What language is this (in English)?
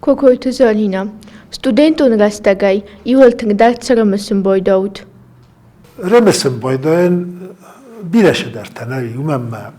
Ossetic